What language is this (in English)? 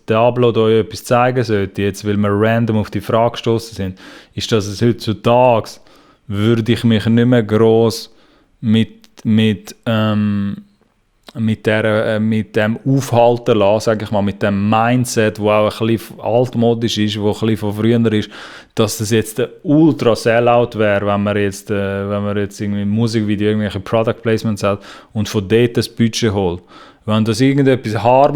Swiss German